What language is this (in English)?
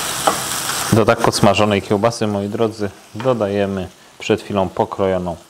Polish